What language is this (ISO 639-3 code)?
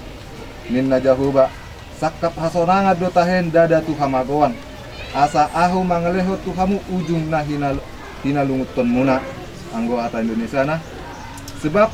bbc